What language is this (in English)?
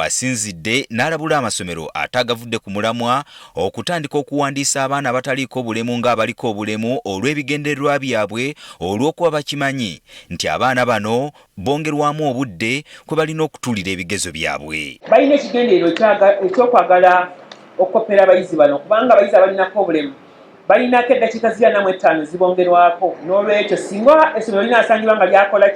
Ganda